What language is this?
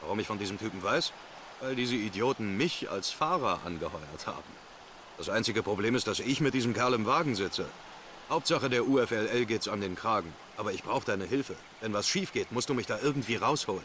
Bavarian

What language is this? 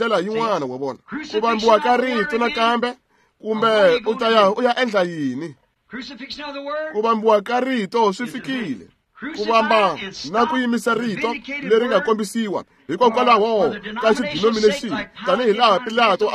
Tsonga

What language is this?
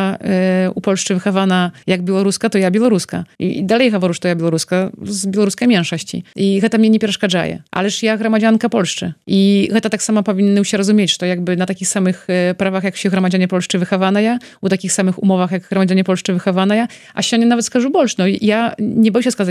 Belarusian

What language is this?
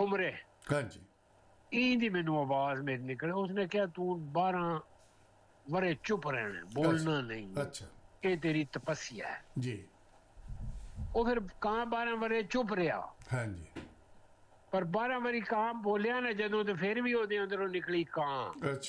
Punjabi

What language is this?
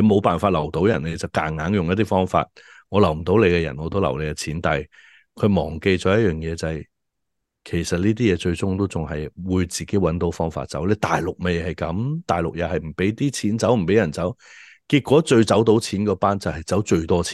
Cantonese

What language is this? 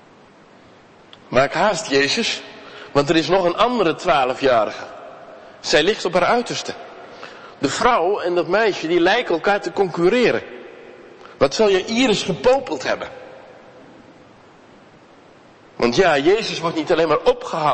Dutch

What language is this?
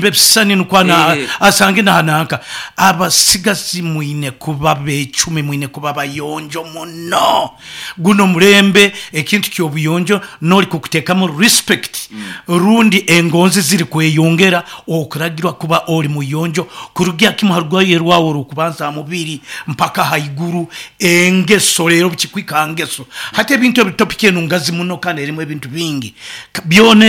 Nyoro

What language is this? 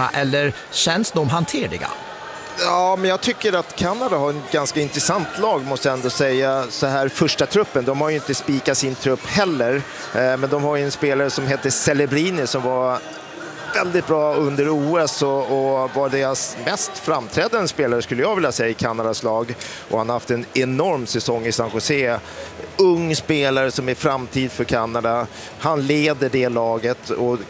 Swedish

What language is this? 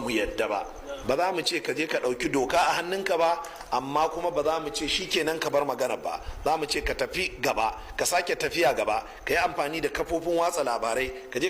Hausa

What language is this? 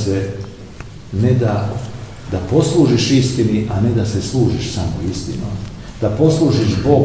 Serbian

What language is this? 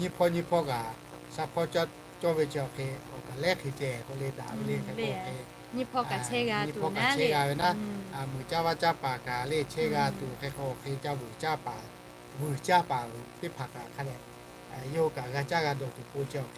Lahu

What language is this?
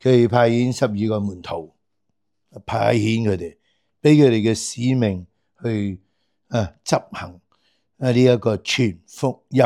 Cantonese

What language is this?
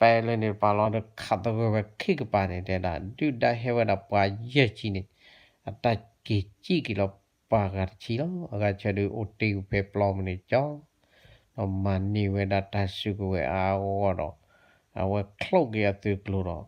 S'gaw Karen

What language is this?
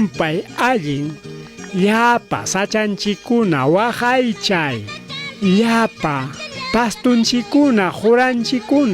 Ayacucho Quechua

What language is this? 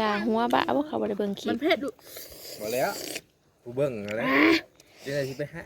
Northeastern Thai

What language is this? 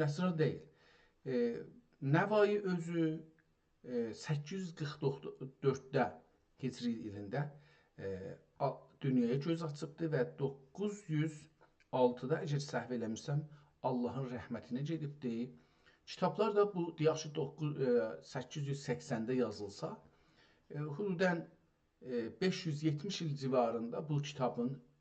South Azerbaijani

